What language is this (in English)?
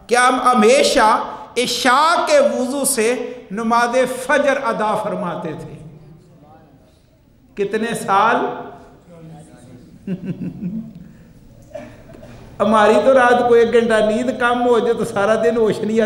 Urdu